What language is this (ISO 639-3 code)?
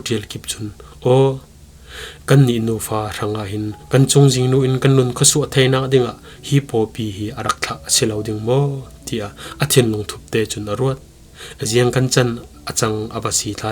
cfm